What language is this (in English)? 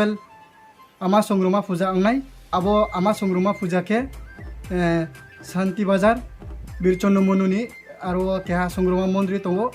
Riang (India)